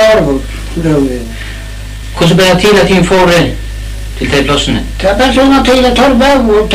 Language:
Faroese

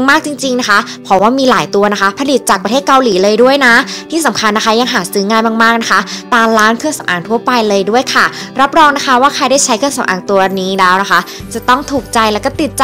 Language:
Thai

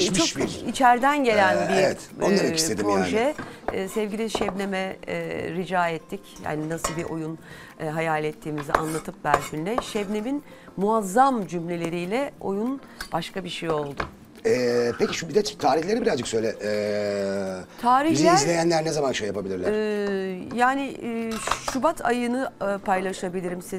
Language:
Turkish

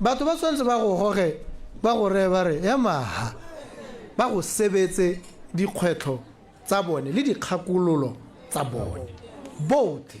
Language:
Tswana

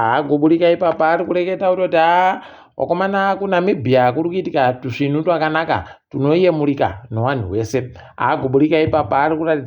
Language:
Ndau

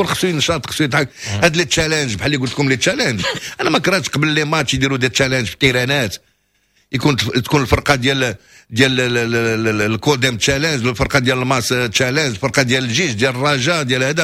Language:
Moroccan Arabic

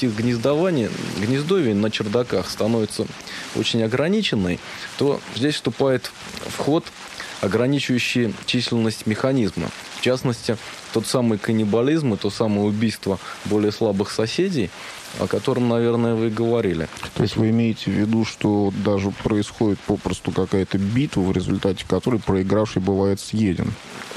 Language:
Russian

